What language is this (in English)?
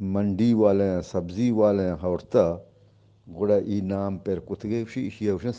Eastern Balochi